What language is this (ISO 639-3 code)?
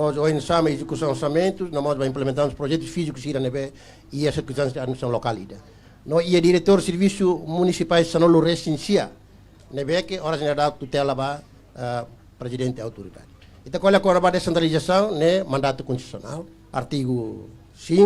tet